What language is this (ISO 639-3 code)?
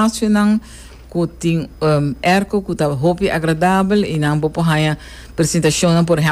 pap